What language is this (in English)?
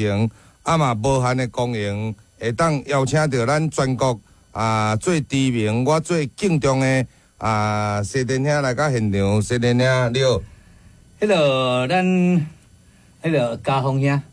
Min Nan Chinese